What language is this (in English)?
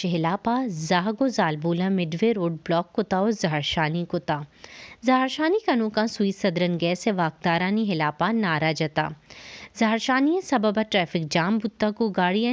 Baluchi